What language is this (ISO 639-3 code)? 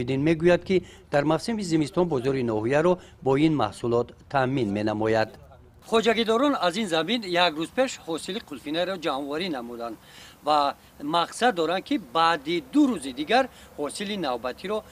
tgk